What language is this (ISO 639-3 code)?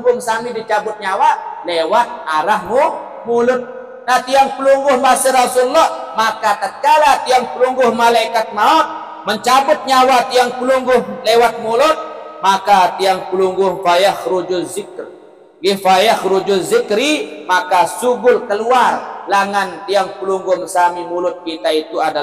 sas